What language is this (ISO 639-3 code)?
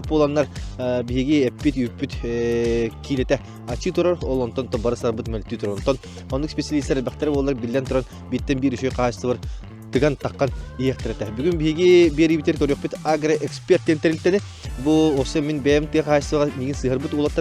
sah